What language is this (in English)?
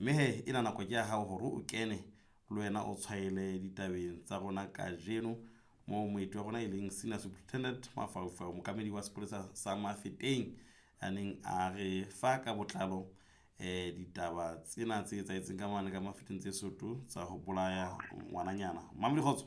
Southern Sotho